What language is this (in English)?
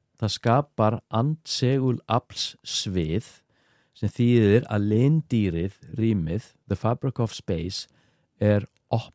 Icelandic